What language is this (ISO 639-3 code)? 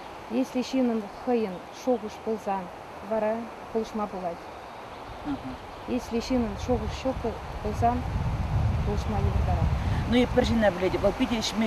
chv